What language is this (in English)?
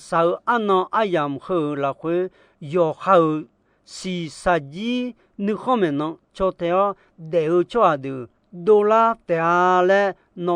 Akha